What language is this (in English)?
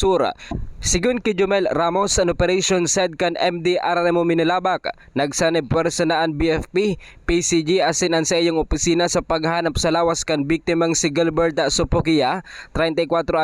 Bikol